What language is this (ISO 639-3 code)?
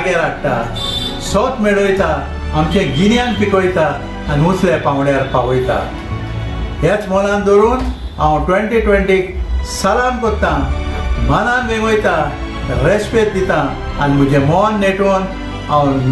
kok